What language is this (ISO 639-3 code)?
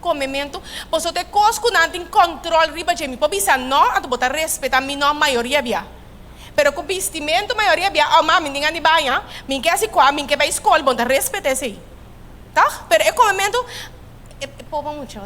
pap